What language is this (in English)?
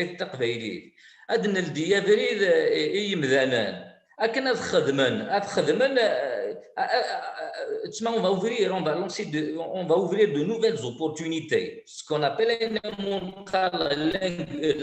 Kabyle